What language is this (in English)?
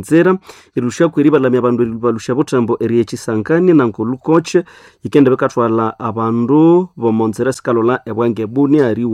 Nande